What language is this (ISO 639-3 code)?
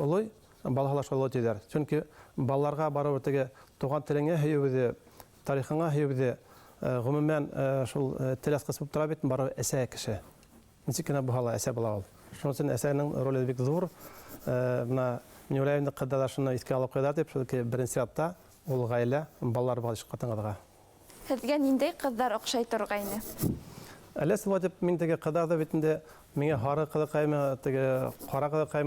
bak